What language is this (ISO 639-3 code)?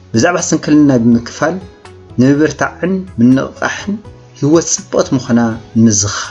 tir